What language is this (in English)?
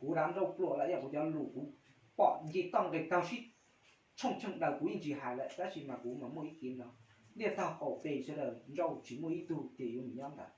Hmong